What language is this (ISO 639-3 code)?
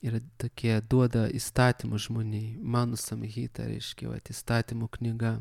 lit